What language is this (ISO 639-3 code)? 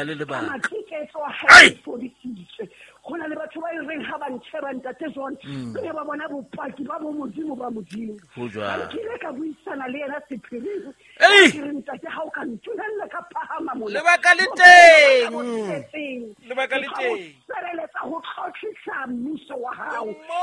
sot